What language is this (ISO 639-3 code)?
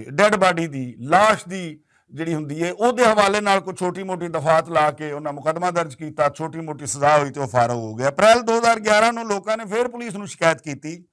lah